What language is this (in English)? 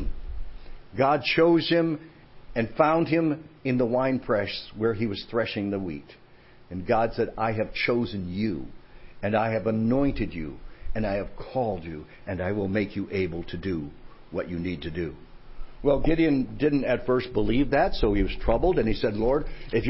English